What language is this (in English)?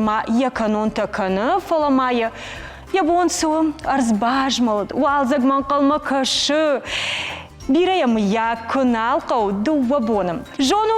Ossetic